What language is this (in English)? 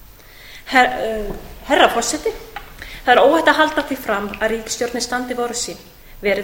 Icelandic